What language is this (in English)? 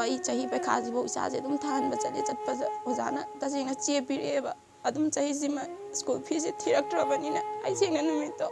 Manipuri